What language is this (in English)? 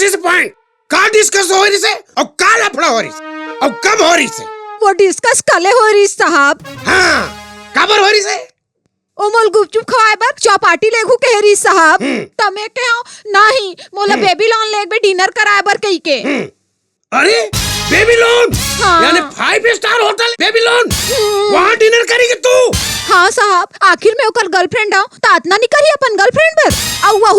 Chhattisgarhi